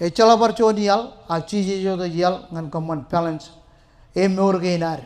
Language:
Marshallese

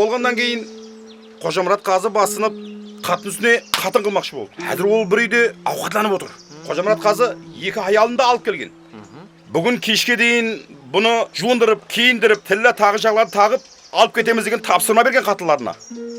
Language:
Kara-Kalpak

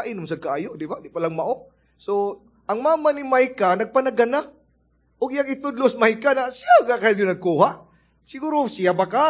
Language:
Cebuano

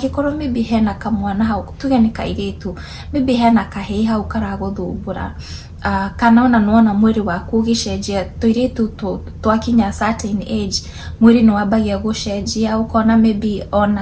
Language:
Kikuyu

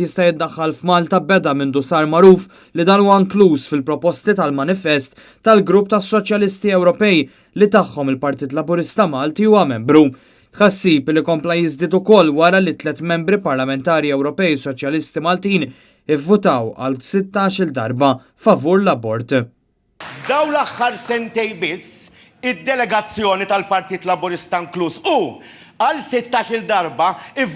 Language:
Maltese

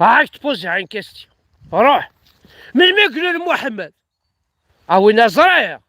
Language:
Kabyle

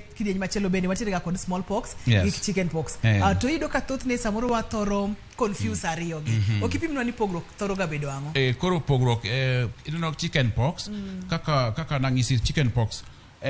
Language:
Luo (Kenya and Tanzania)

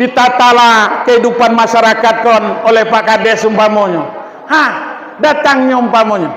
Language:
Minangkabau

